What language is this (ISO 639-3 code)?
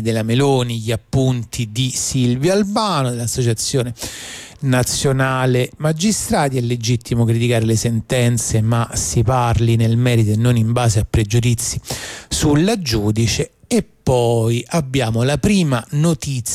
ita